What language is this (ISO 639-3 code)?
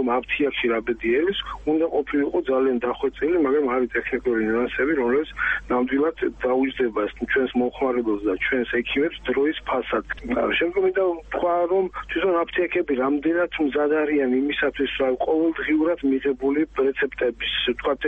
kat